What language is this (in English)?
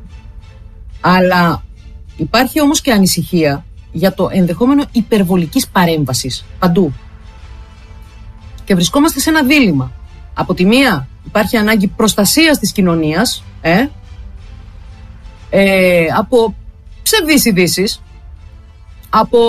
Greek